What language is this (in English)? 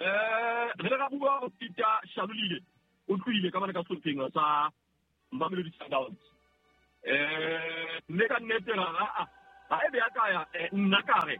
Southern Sotho